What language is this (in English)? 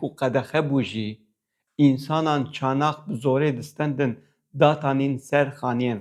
Kurdish